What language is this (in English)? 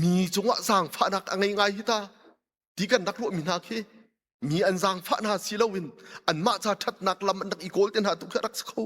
Hakha Chin